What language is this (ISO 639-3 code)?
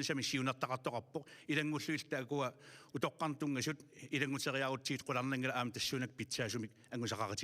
kal